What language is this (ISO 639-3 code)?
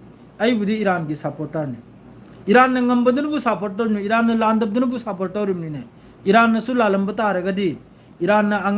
mni